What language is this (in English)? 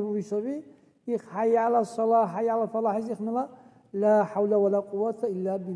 Dargwa